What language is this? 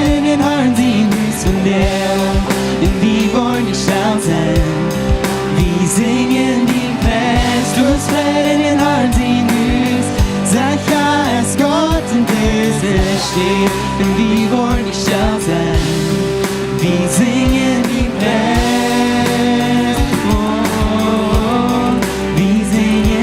Plautdietsch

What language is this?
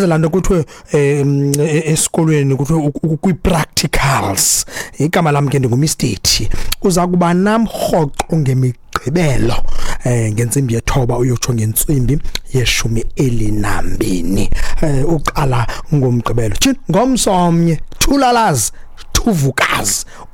Xhosa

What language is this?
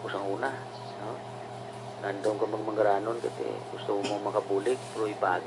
Hiligaynon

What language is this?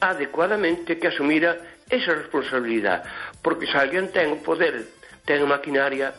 Galician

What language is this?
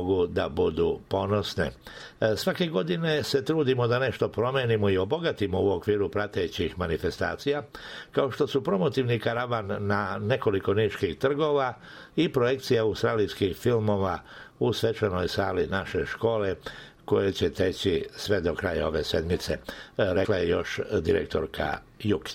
Serbian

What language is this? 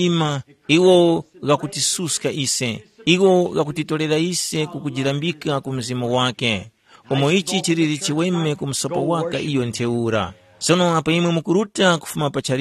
Tumbuka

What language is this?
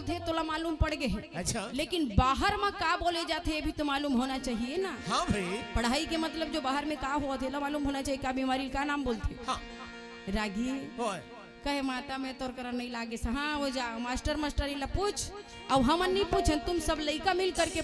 Chhattisgarhi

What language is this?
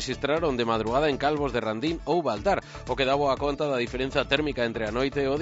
Galician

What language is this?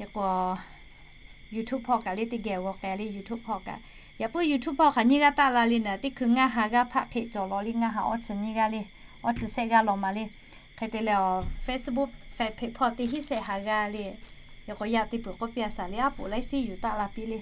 Lahu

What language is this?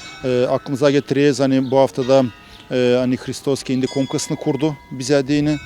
Gagauz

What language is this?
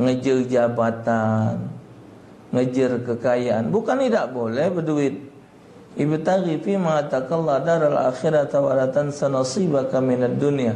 Musi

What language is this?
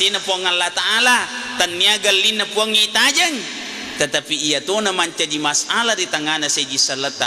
Buginese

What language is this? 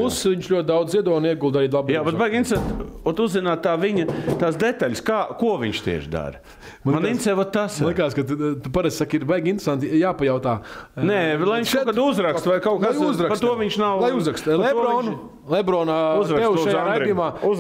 Latvian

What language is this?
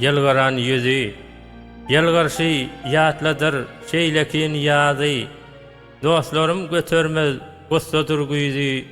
Turkmen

